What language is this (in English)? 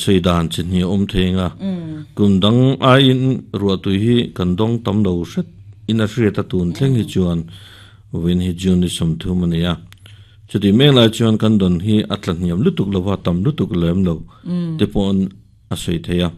Mizo